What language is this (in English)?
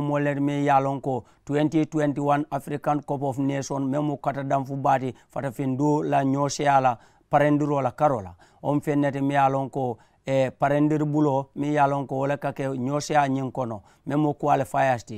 Mandingo